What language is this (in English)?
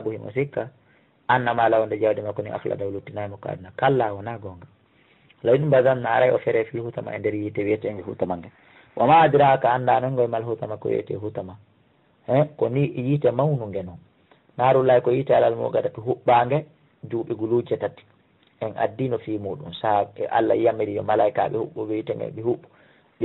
Fula